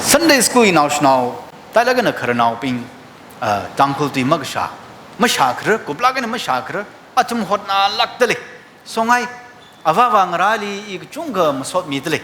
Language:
Tangkhul Naga (India)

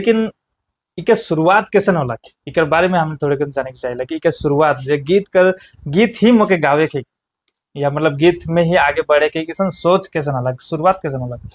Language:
Sadri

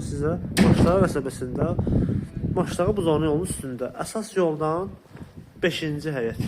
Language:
Azerbaijani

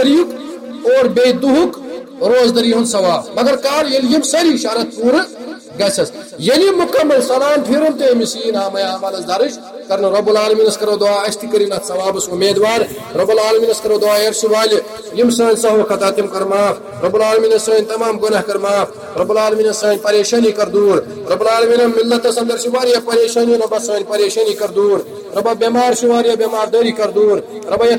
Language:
Kashmiri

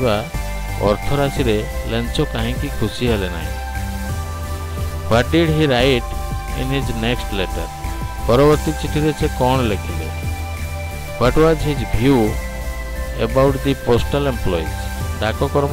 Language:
Odia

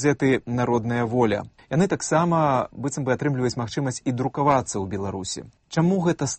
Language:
Belarusian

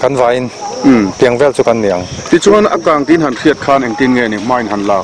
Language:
Mizo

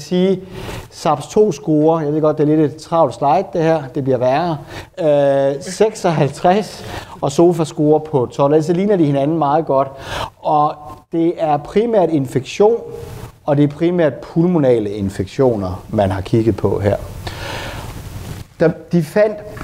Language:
Danish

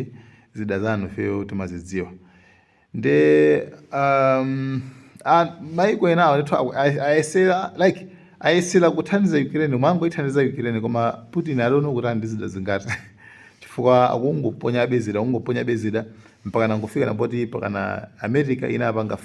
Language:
Nyanja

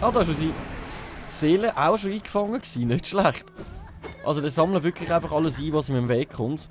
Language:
Swiss German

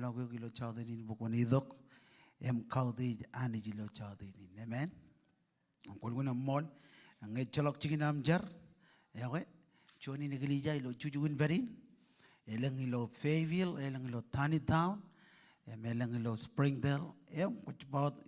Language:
Marshallese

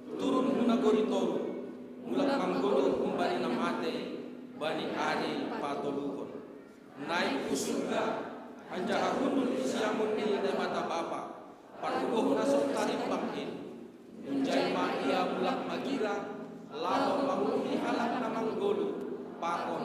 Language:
Batak Simalungun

